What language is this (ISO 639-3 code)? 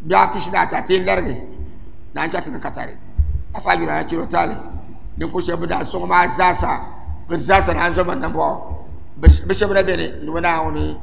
dag